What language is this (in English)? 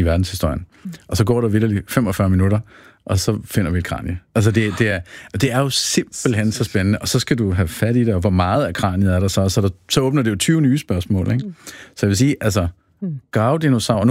Danish